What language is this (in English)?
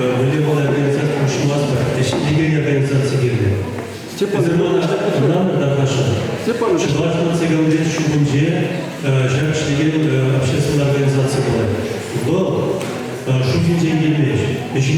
Chuvash